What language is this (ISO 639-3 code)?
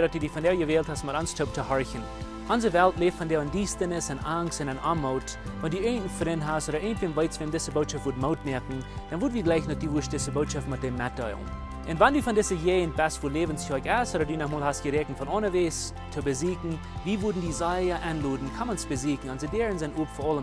pdt